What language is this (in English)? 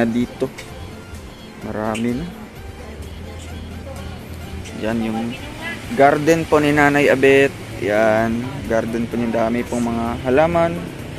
Filipino